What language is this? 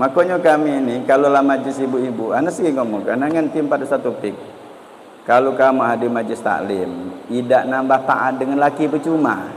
Musi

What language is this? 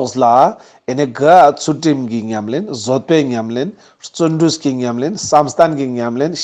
Ladakhi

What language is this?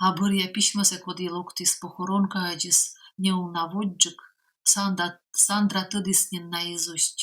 Komi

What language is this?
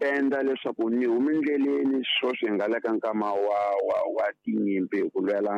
Tsonga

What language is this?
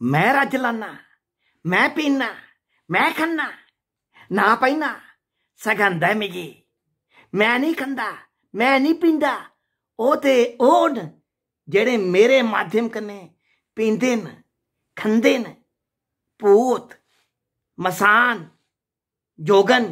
Dogri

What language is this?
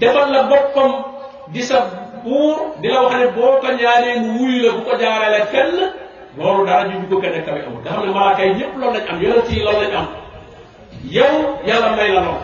Wolof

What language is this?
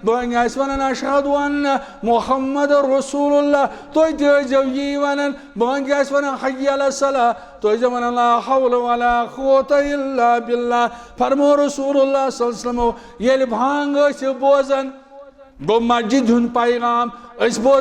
Kashmiri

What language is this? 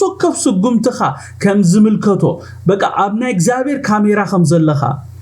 Tigrinya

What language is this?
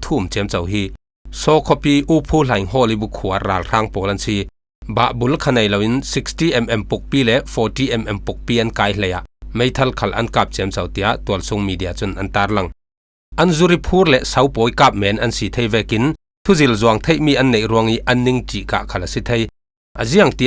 Falam Chin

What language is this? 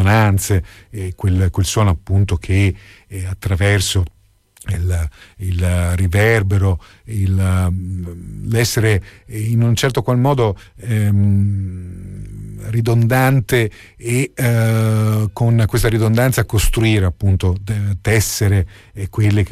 Italian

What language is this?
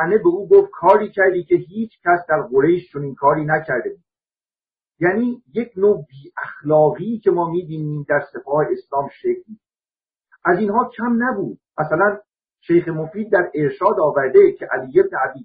Persian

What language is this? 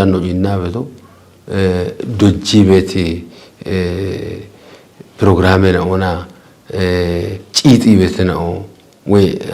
Kafa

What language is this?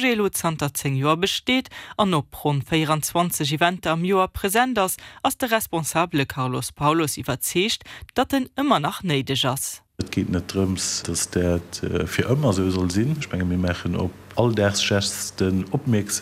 Luxembourgish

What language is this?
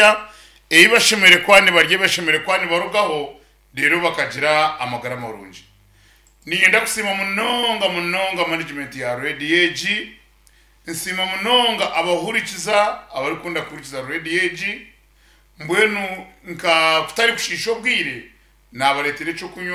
Nyankole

